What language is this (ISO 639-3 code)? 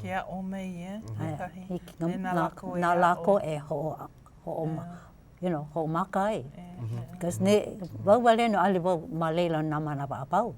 haw